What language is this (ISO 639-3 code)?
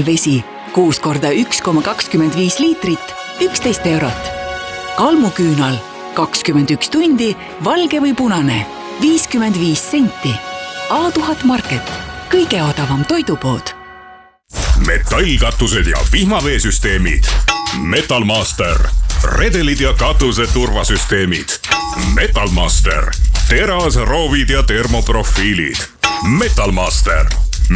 est